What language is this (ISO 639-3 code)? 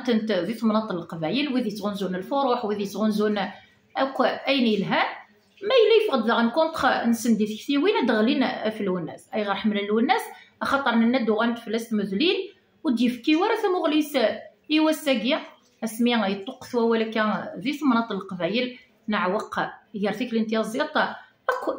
kab